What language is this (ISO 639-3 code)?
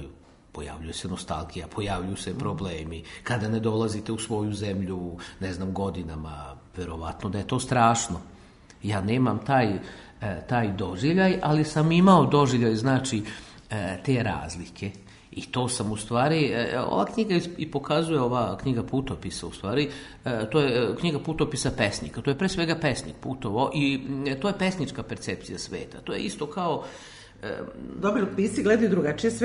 srp